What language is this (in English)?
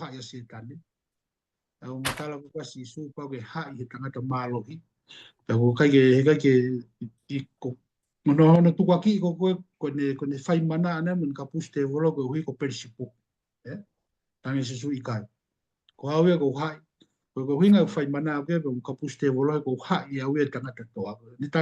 Tongan